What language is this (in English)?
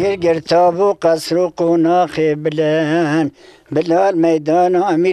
Kurdish